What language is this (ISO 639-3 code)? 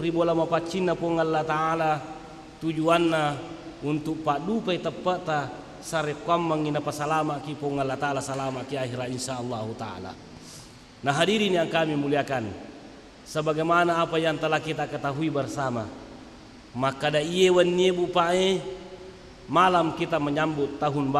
bug